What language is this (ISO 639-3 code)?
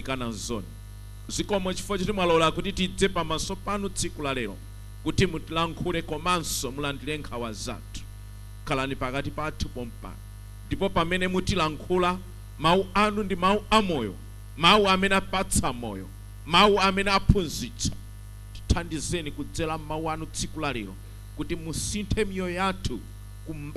nya